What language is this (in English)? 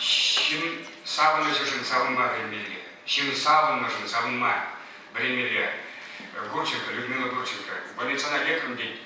Chuvash